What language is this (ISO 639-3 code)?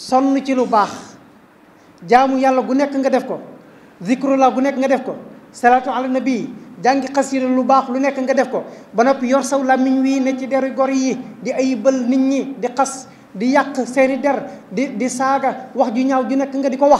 wol